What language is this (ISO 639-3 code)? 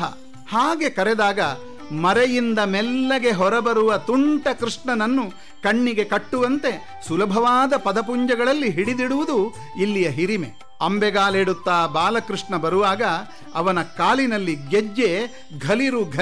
kan